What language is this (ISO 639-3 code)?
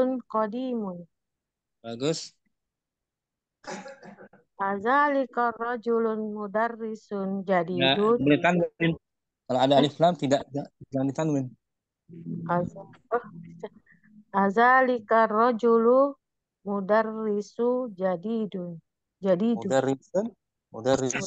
ind